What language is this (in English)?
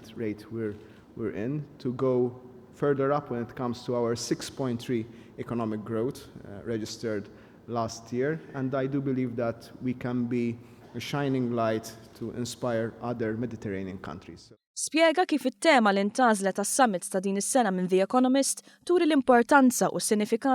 Maltese